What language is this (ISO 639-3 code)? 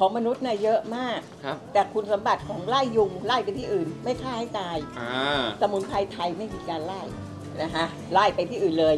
tha